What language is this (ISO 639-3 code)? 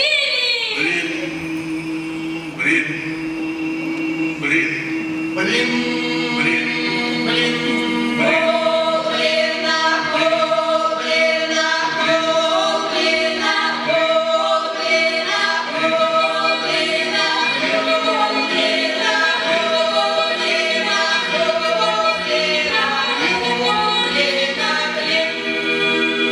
rus